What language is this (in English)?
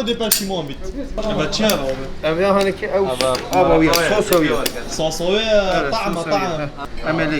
Kurdish